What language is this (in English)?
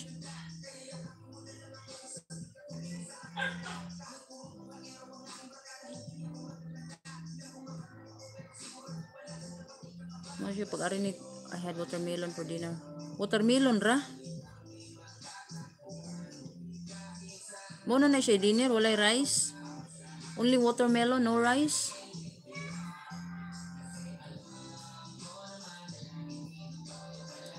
Cebuano